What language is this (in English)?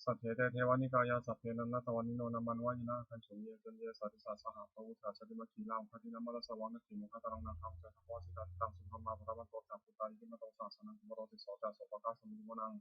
Pali